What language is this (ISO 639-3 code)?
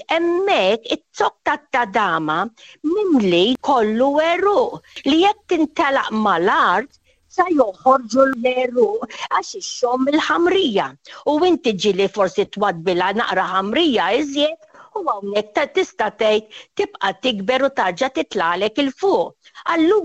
mlt